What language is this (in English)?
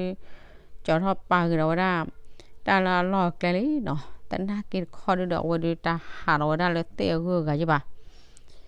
S'gaw Karen